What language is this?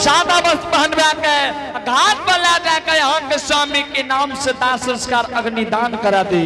Angika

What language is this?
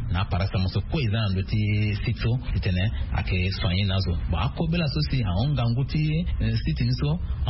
Sango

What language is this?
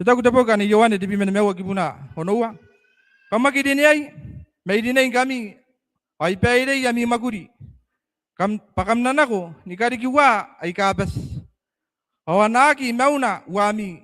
Gilbertese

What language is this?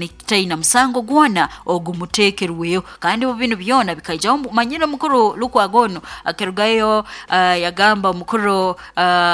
Nyoro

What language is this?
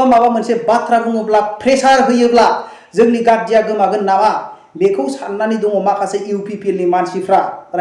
Bodo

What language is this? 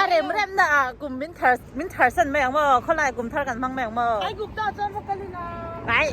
Mizo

